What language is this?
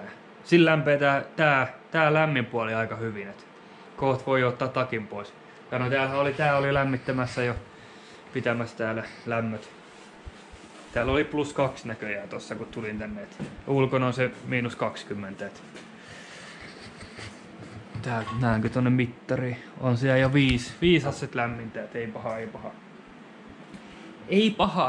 Finnish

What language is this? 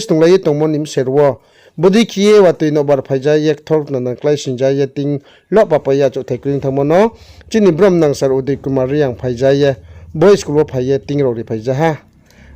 Riang (India)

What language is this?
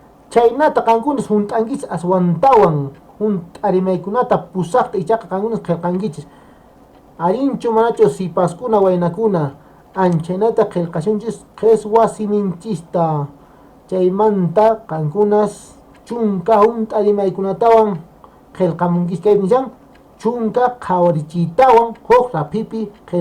Quechua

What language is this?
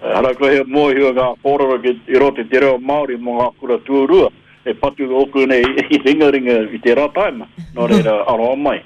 Māori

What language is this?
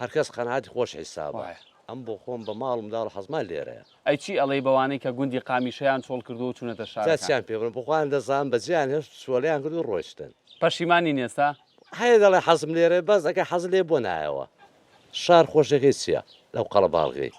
Central Kurdish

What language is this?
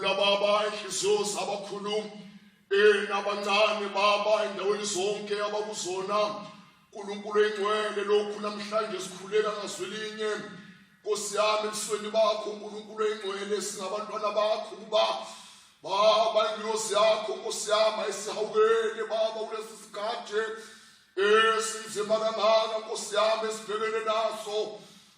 Zulu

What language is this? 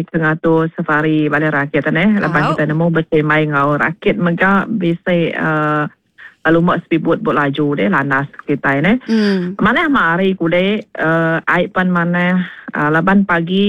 Iban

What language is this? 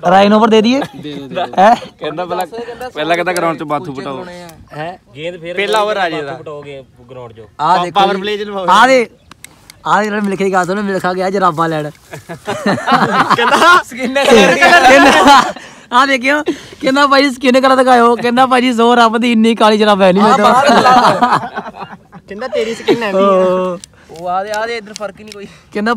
Punjabi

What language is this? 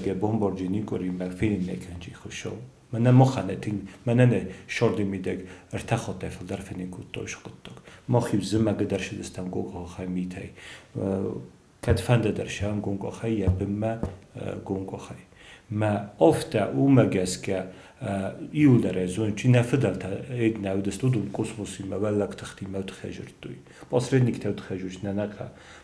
Ossetic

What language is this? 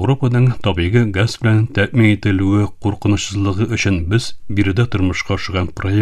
Tatar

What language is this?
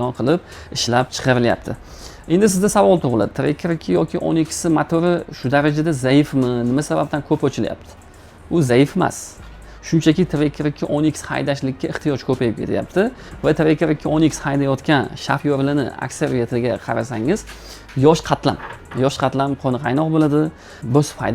Uzbek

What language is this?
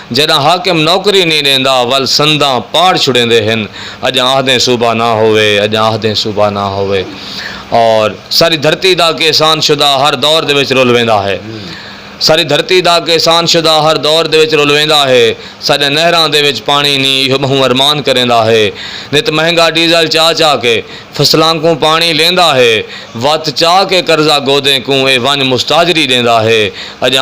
Saraiki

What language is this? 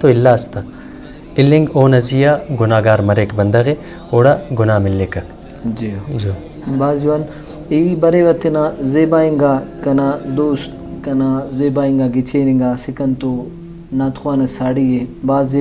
Brahui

